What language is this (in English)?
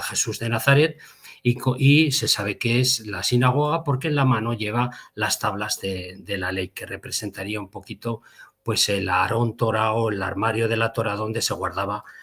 Ladino